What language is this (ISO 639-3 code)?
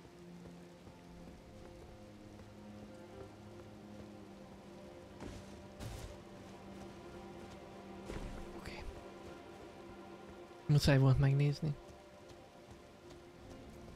hun